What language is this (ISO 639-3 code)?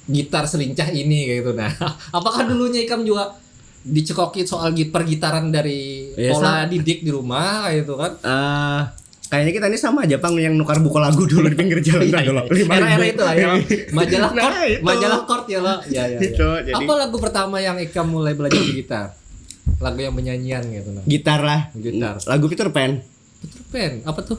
bjn